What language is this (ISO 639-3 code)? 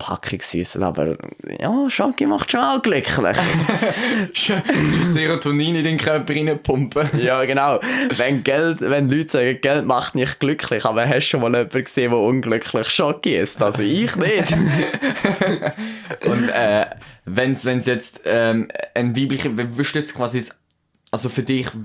gsw